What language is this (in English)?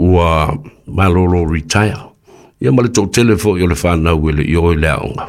Samoan